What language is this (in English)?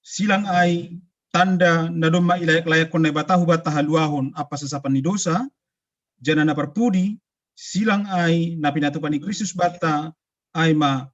Batak Simalungun